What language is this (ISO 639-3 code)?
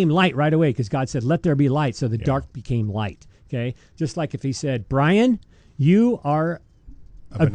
eng